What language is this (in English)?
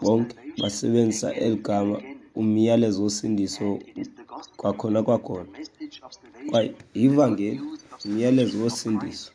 Xhosa